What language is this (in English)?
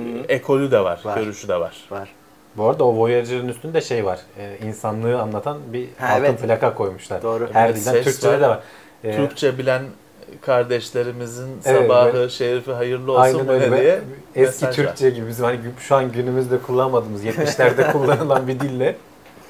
Turkish